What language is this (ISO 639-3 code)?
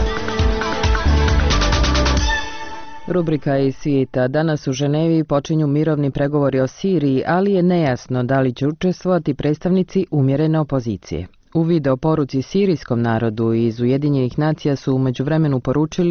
bos